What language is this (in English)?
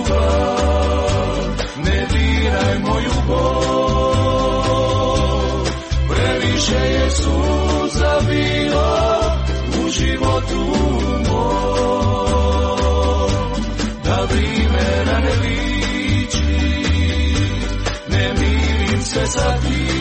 Croatian